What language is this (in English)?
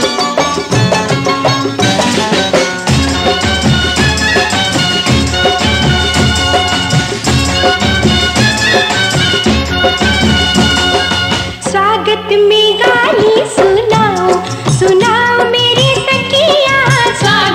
Bhojpuri